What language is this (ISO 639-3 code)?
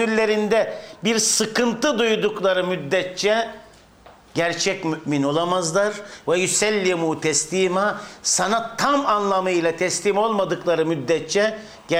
tur